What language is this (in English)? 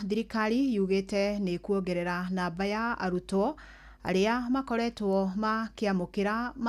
Kikuyu